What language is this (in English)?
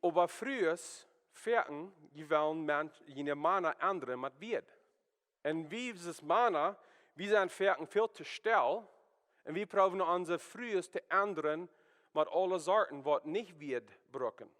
Plautdietsch